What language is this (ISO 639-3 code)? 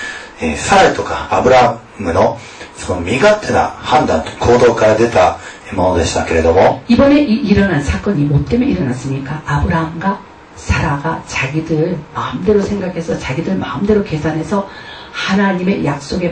kor